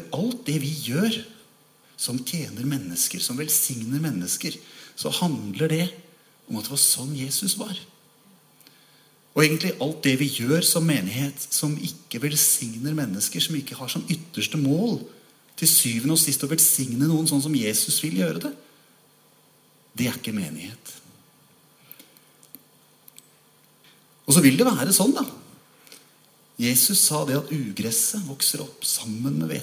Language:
Norwegian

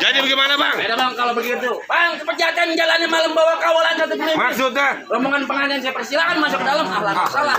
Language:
Betawi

